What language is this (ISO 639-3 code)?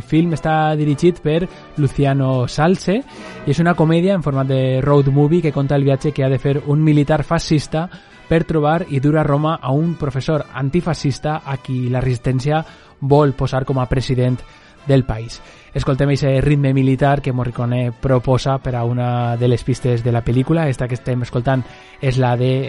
cat